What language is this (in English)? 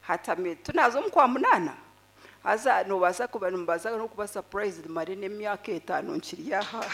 Nyankole